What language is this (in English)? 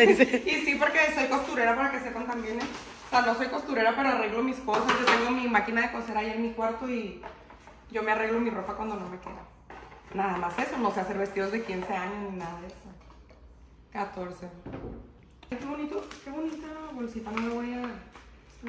Spanish